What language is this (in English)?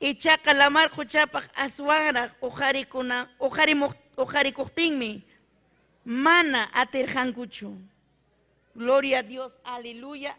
Ayacucho Quechua